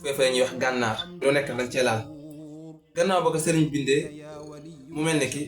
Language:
Wolof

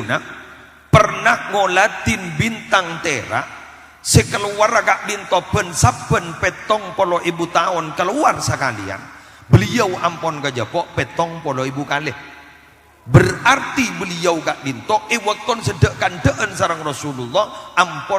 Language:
Madurese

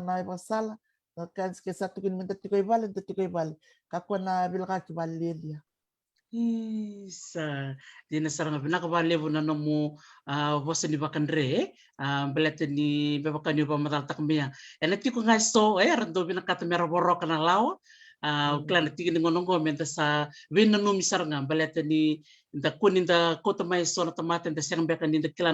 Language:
Fijian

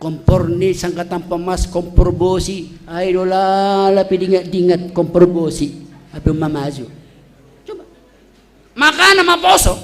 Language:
Batak Simalungun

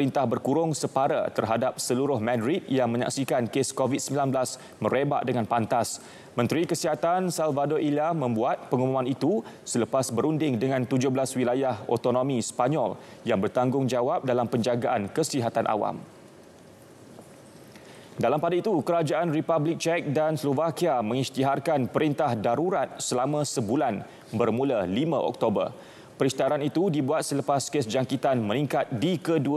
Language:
Malay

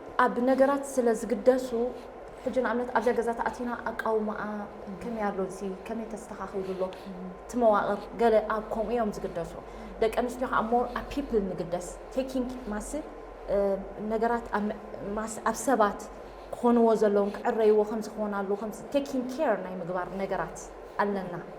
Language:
Tigrinya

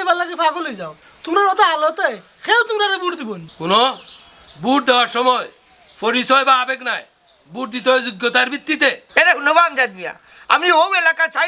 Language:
Sylheti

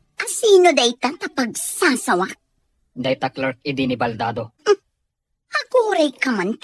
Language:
Iloko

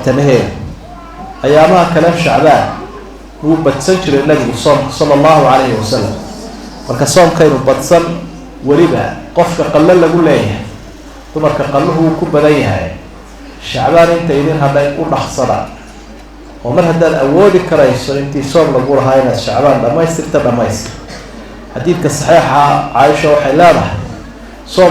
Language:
Somali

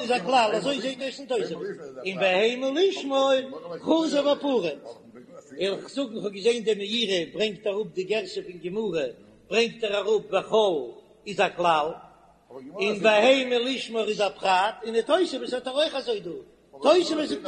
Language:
Yiddish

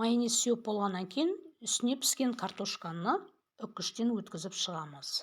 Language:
Kazakh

